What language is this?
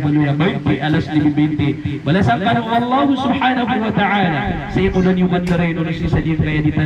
Maranao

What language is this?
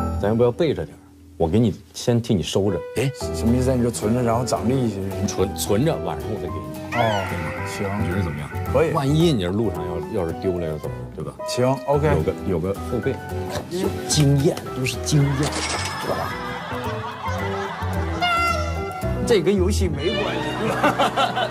Chinese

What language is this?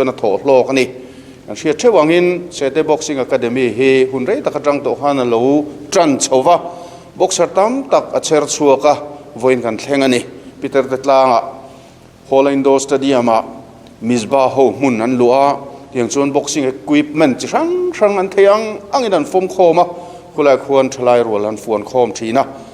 Mizo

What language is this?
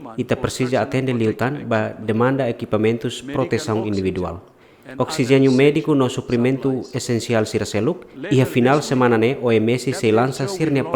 Tetum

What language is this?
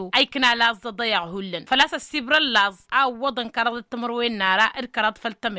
Tamasheq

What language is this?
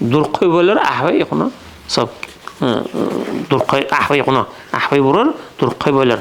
Dargwa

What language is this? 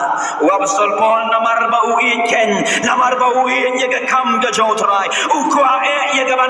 Khasi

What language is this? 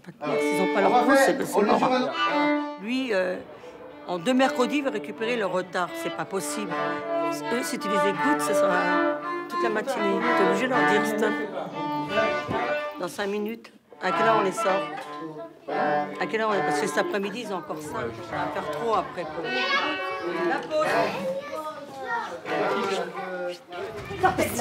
French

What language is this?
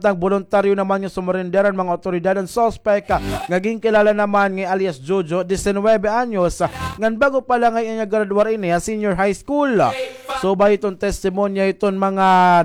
Waray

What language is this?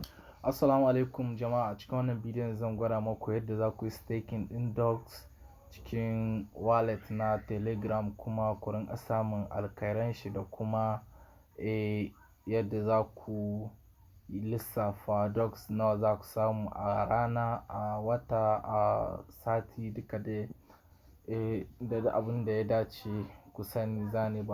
Hausa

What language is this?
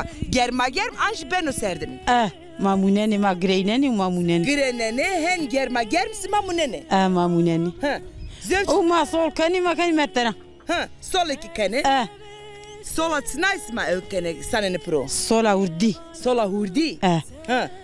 Zaza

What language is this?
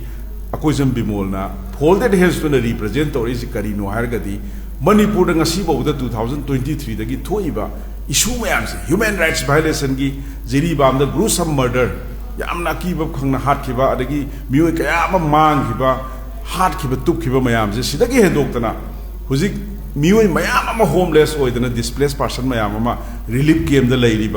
Manipuri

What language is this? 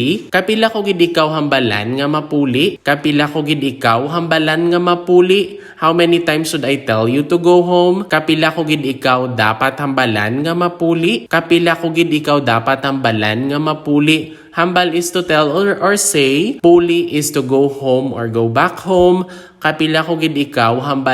Hiligaynon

